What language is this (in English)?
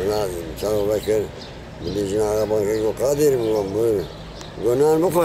Kurdish